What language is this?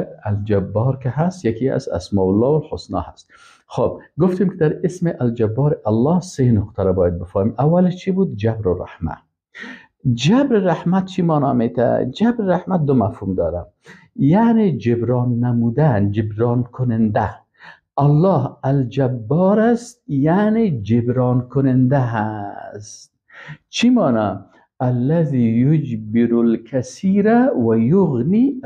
Persian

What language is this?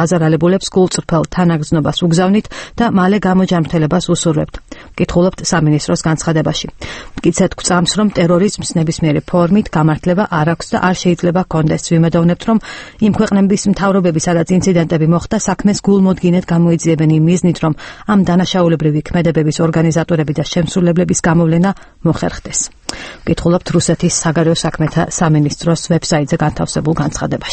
Georgian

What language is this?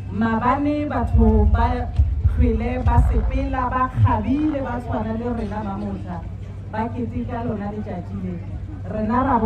Northern Sotho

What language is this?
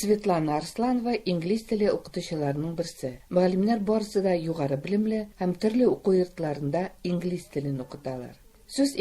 Tatar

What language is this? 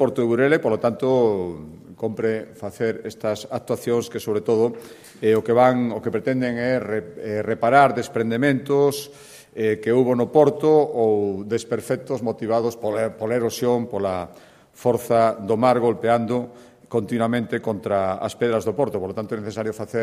Galician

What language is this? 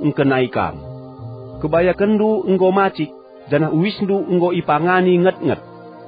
Batak Karo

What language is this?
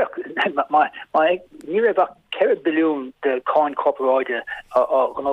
Irish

